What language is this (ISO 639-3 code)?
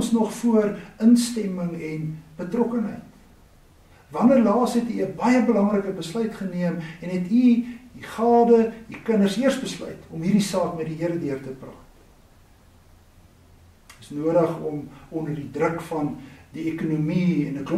afr